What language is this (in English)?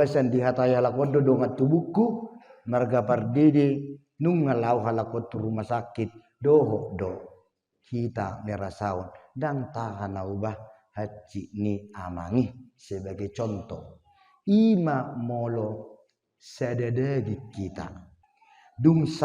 Batak Toba